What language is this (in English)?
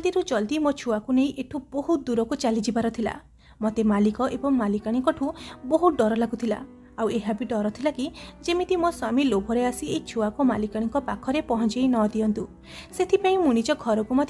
Odia